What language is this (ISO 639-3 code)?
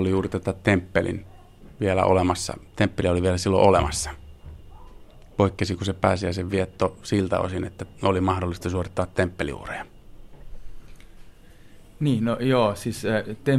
fin